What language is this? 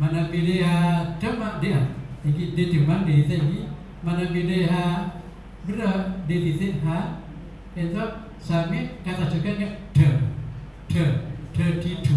Madurese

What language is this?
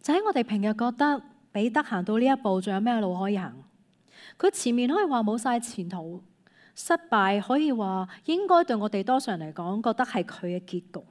Cantonese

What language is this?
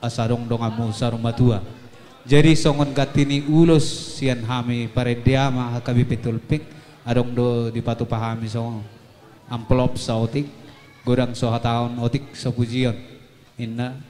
Batak Toba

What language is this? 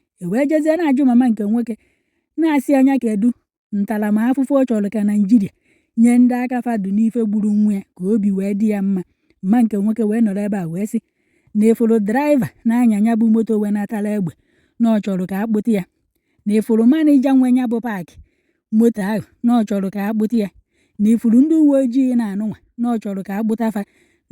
Igbo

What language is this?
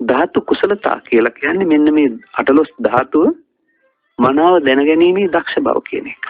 Sinhala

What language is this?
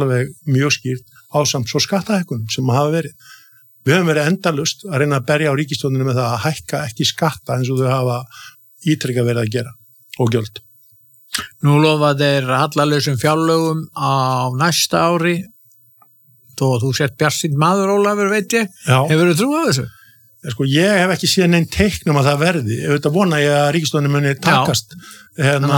Icelandic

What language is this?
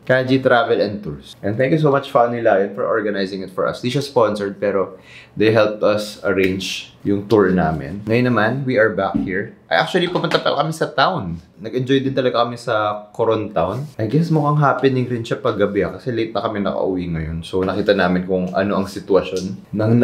Filipino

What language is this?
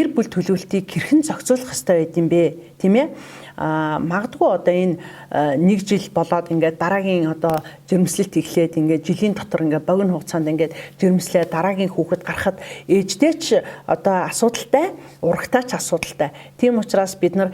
Mongolian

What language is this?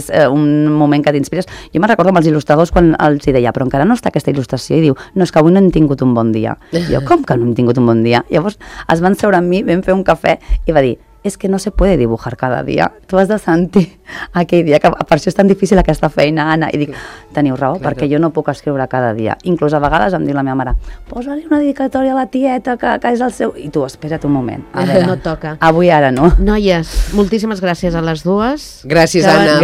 Catalan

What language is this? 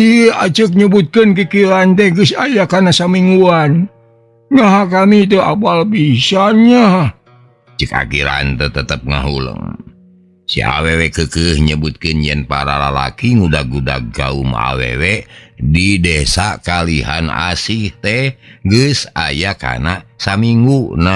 Sundanese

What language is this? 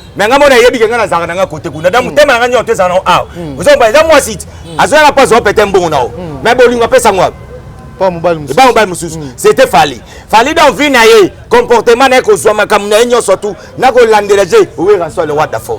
Lingala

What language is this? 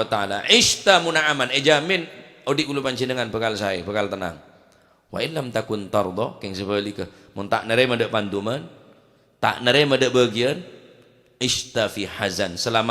Madurese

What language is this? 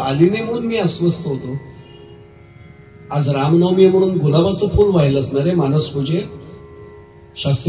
Marathi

